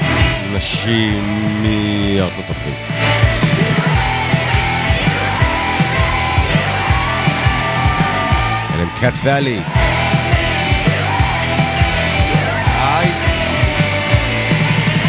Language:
Hebrew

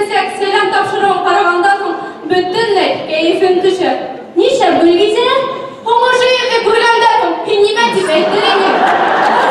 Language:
Bashkir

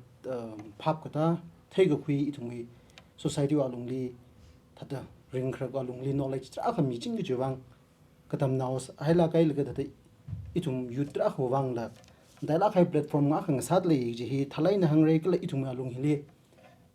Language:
Tangkhul Naga (India)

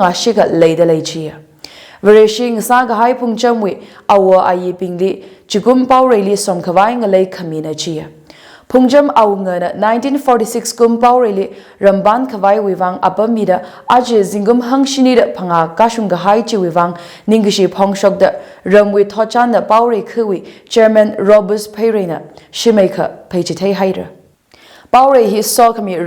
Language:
Tangkhul Naga (India)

